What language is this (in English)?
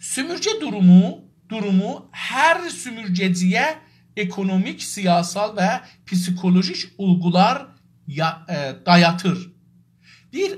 South Azerbaijani